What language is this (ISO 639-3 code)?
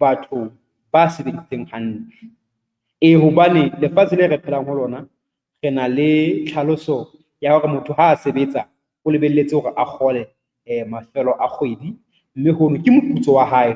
sot